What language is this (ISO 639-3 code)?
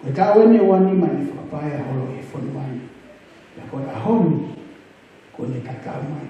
ton